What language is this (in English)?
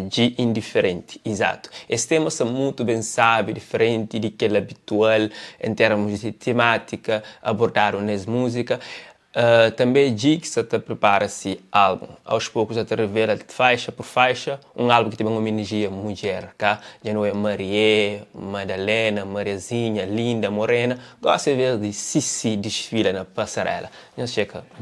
Kabuverdianu